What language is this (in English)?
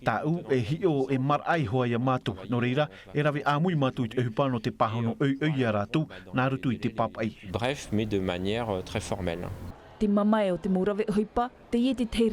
Tahitian